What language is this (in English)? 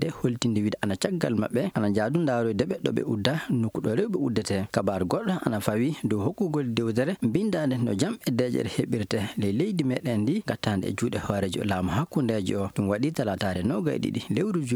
Fula